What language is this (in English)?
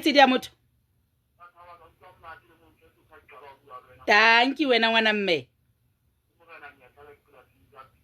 Southern Sotho